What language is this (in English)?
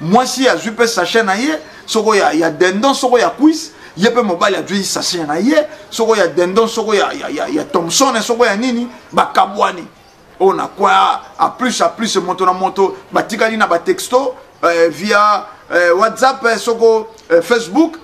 Lingala